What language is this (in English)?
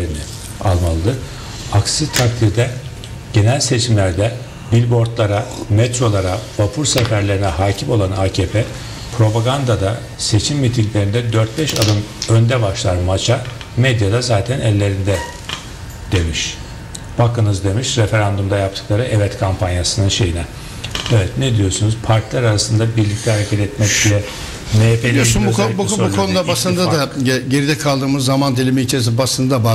Turkish